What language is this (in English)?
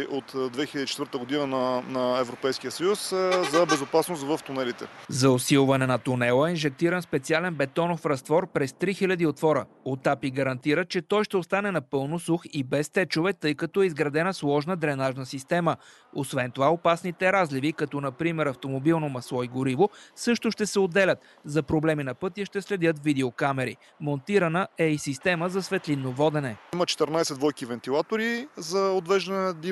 Bulgarian